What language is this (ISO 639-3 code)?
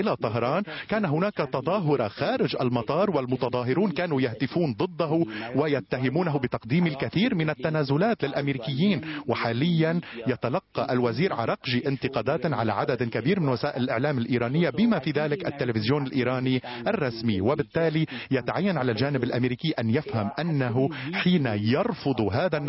ara